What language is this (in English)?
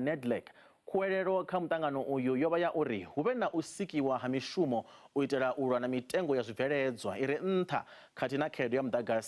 Venda